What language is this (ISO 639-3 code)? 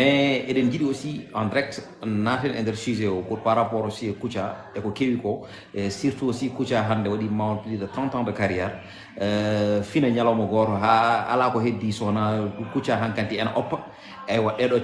ful